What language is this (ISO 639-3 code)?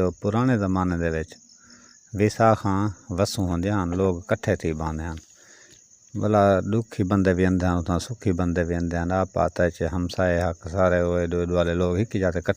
skr